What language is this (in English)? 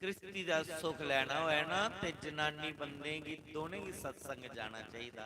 Dogri